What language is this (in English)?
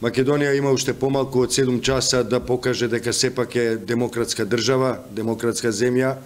Macedonian